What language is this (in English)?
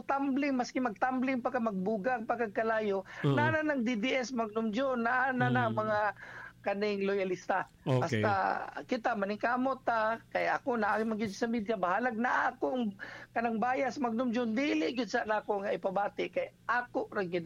Cebuano